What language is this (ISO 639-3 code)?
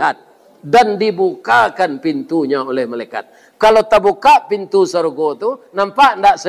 min